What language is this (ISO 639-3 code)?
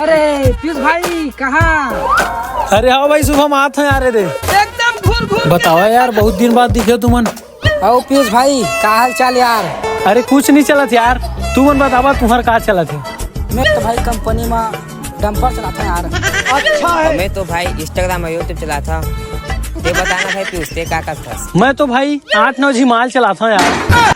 hne